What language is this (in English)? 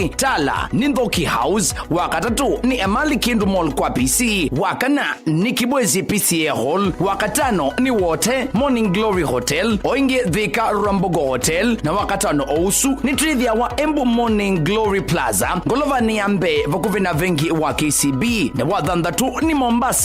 Kamba